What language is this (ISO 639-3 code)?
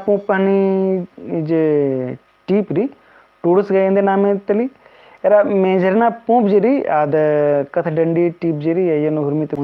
kru